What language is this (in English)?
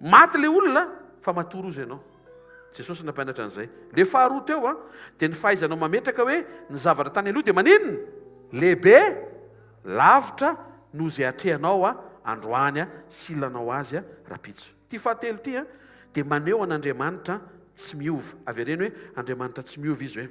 Malagasy